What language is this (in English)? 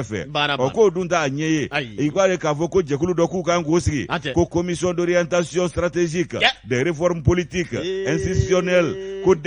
Bambara